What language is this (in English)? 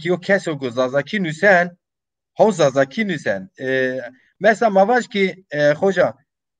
Zaza